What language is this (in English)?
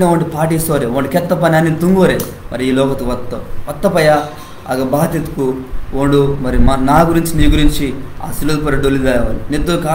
Koya